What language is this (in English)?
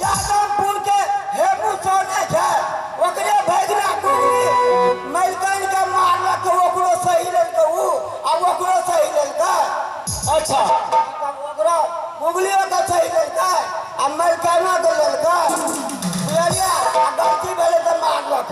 Maithili